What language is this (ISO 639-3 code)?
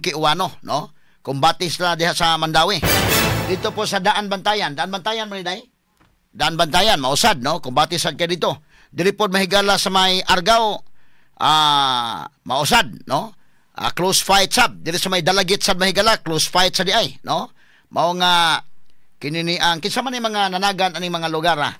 ceb